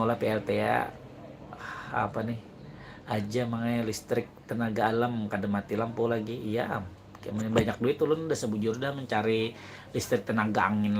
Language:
Banjar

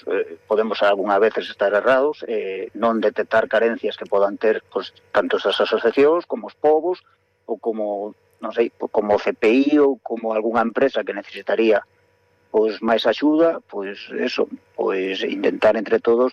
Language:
Galician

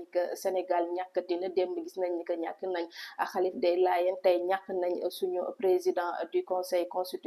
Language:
Wolof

